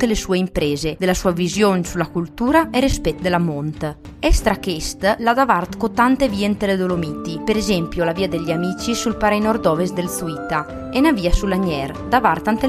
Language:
Italian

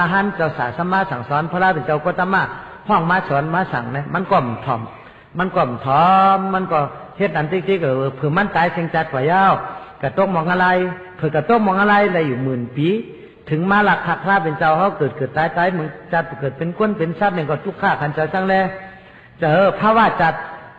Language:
Shan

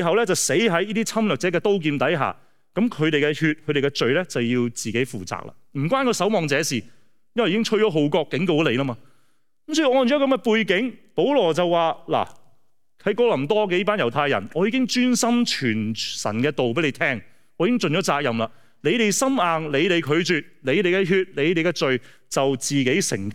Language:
Cantonese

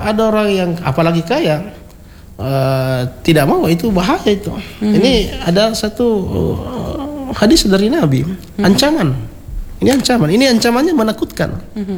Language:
Indonesian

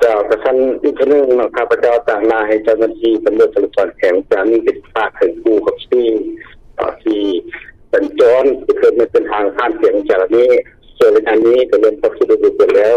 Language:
Lao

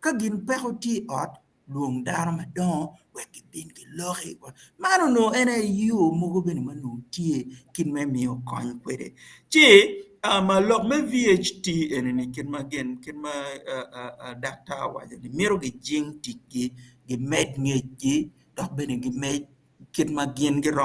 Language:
Acoli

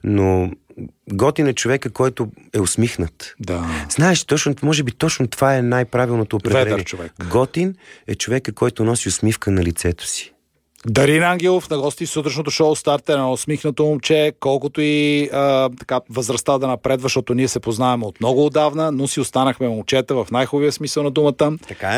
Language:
Bulgarian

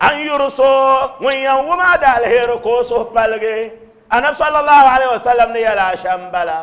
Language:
Dagbani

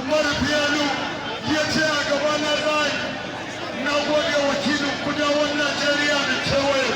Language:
Hausa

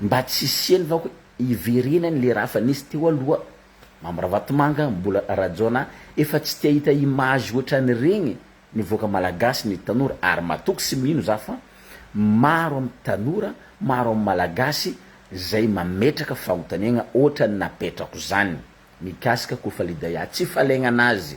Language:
Malagasy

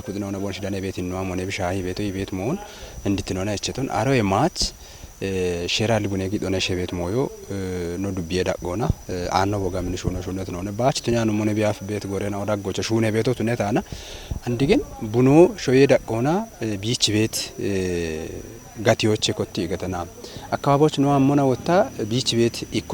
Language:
Kafa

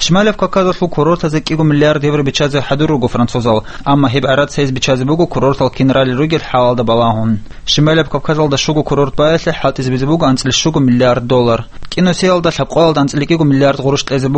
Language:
Avaric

